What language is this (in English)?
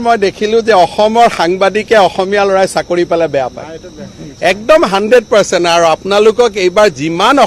Assamese